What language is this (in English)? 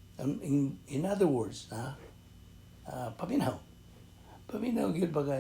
Cebuano